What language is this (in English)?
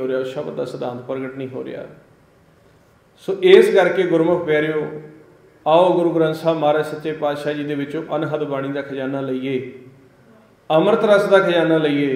Punjabi